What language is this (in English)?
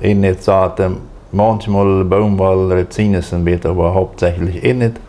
Plautdietsch